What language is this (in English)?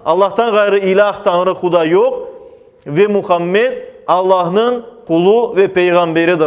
Crimean Tatar